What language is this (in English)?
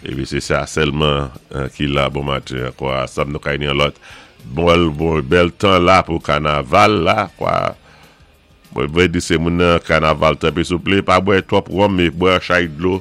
Saint Lucian Creole French